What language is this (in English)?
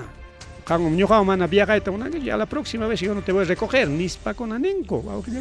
Ayacucho Quechua